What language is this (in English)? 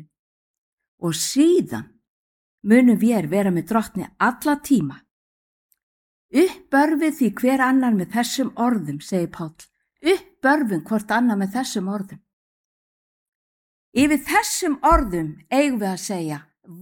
Icelandic